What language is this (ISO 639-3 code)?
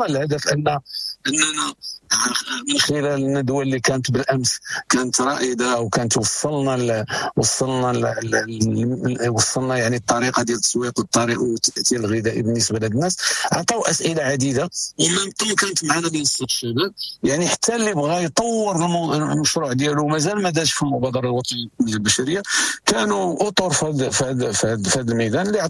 ary